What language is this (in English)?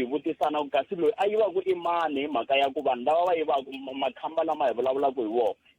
Tsonga